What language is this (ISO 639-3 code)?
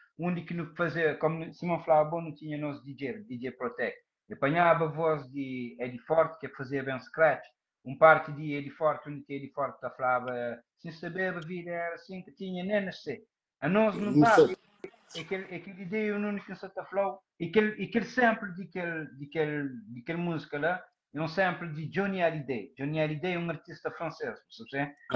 kea